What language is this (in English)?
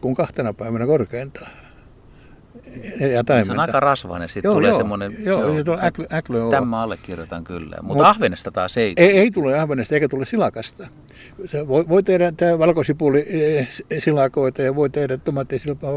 Finnish